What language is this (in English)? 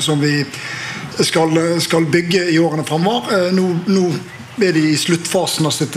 Norwegian